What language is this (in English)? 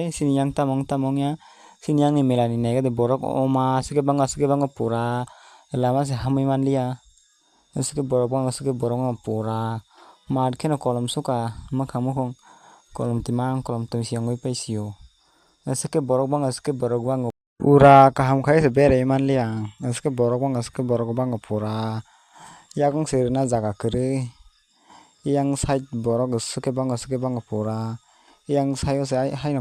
Kok Borok